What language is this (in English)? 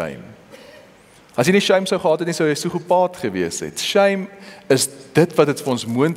Afrikaans